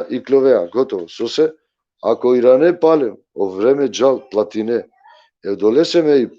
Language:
Balkan Romani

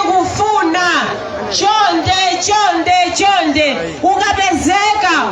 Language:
Nyanja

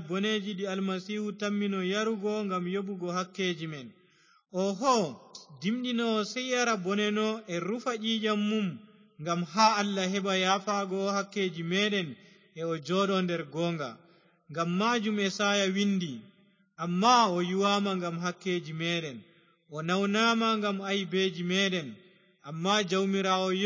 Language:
Fula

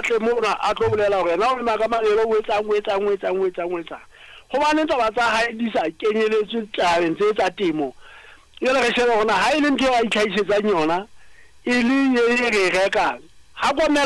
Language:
Southern Sotho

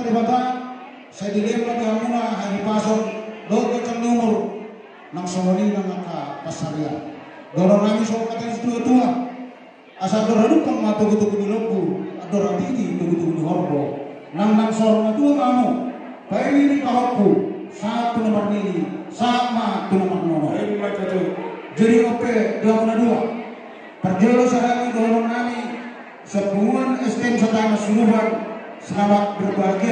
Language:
Batak Toba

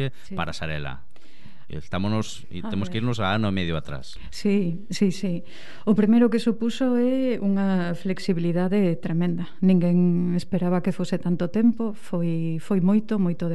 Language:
Galician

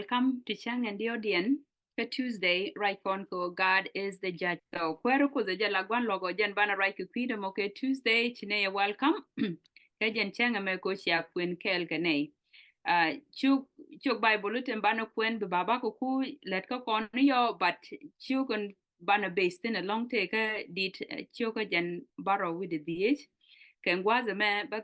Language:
Nuer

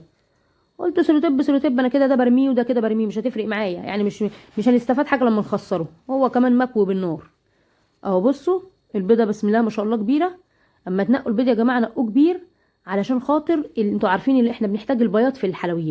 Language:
Egyptian Arabic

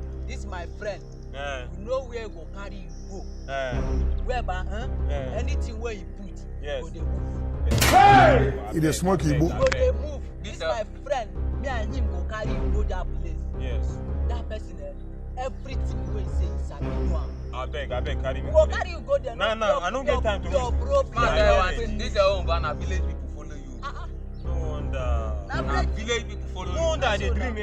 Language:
Nigerian Pidgin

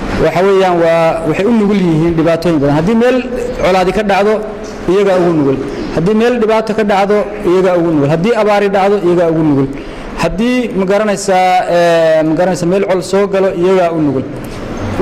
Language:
Somali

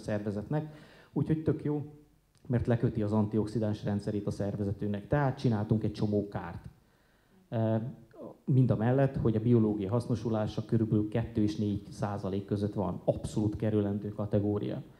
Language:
Hungarian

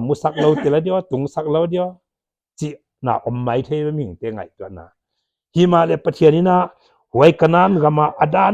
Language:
Paite Chin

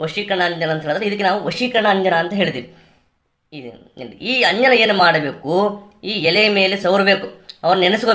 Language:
Kannada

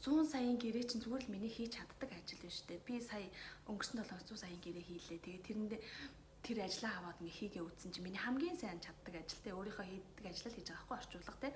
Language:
Mongolian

